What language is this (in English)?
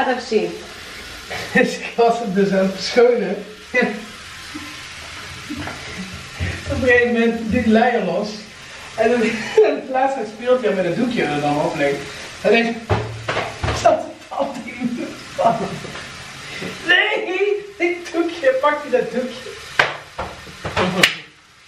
Dutch